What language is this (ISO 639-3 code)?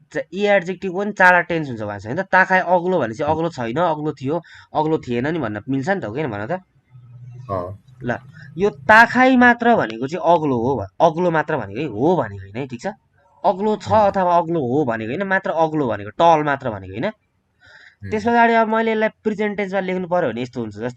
nep